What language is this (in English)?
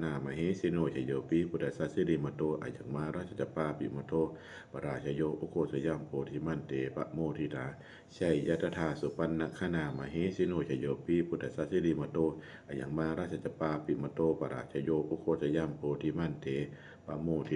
Pali